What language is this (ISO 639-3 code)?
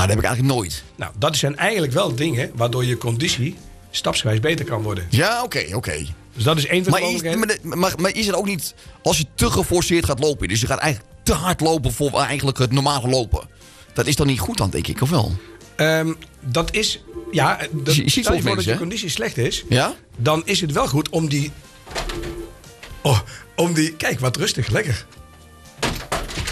nld